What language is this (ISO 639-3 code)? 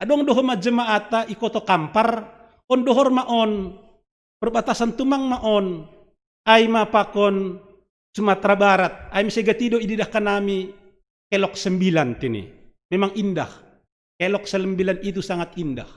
bts